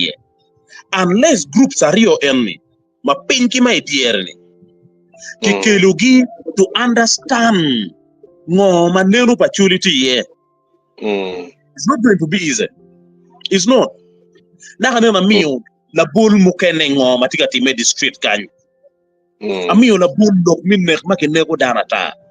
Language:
Acoli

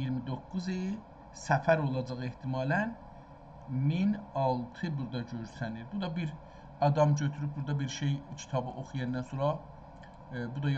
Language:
South Azerbaijani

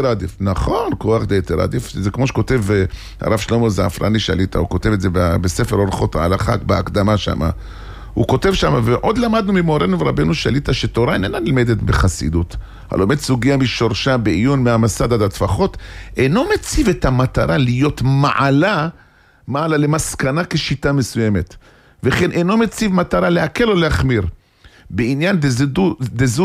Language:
Hebrew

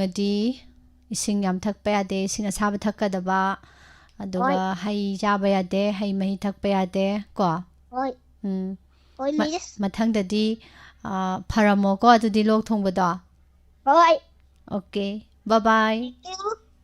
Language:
Manipuri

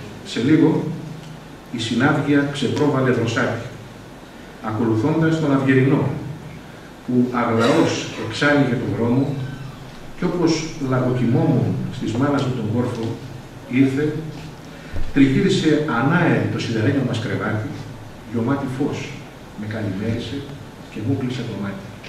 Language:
Greek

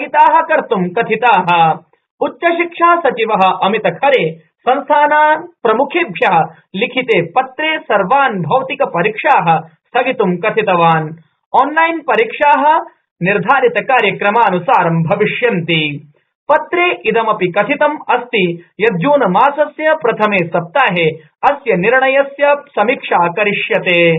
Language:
Sanskrit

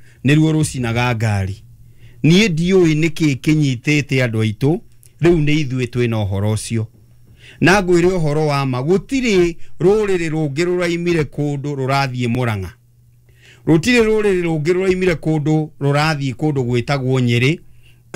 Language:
Kikuyu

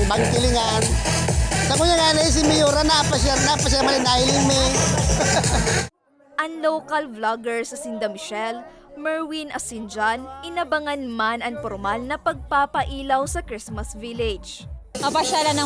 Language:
Bikol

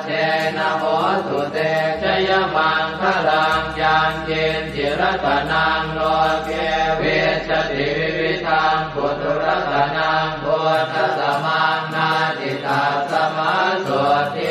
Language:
Pali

